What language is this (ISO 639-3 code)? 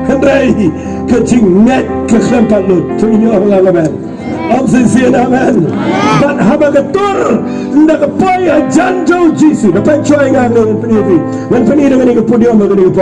kha